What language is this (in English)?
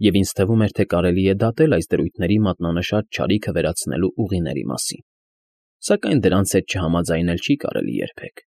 Armenian